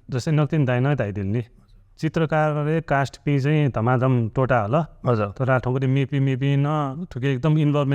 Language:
Newari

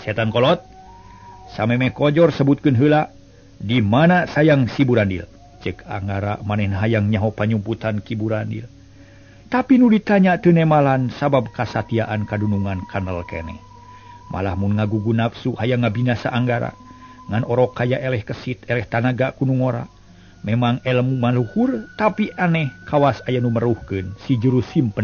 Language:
Sundanese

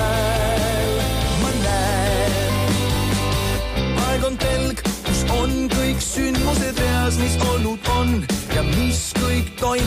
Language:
Estonian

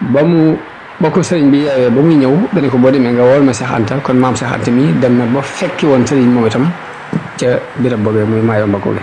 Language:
Wolof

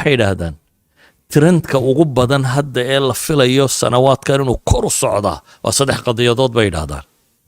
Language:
Somali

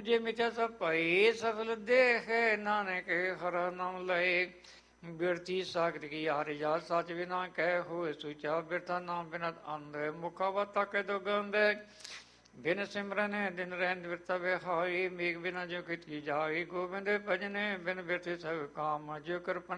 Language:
Punjabi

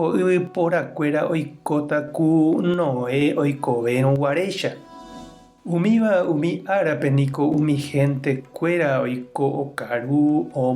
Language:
Guarani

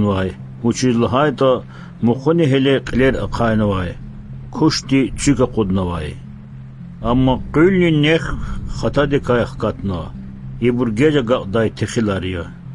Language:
Lezghian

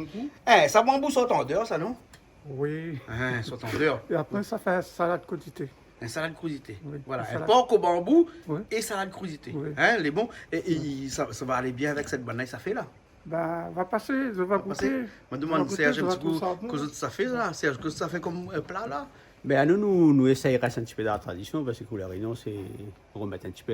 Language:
Réunion Creole French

